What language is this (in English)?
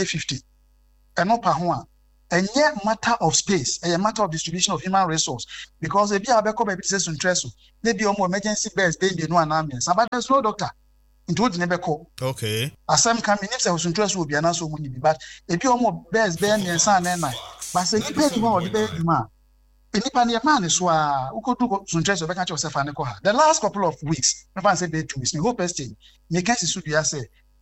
Akan